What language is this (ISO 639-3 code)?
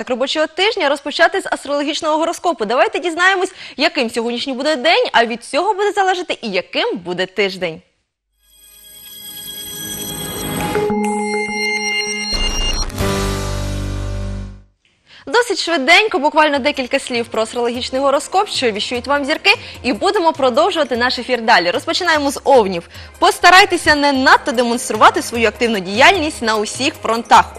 ukr